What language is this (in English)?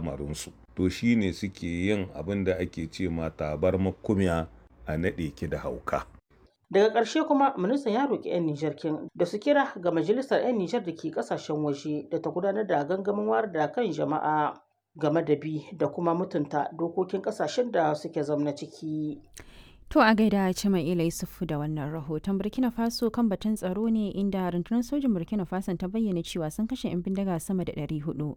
Hausa